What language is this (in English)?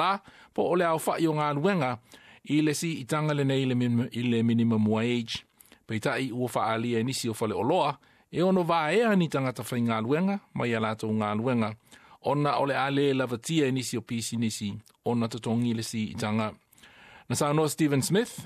Samoan